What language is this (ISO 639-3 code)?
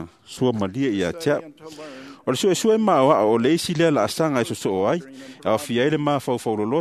smo